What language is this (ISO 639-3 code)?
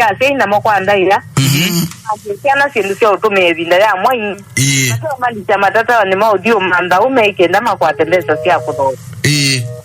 kam